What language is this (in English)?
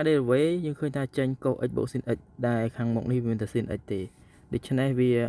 Khmer